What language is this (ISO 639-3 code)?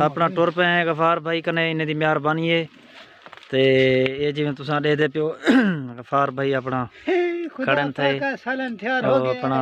skr